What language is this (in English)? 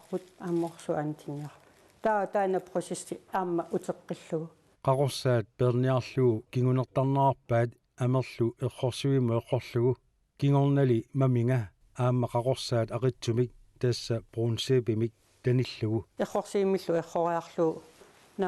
Kalaallisut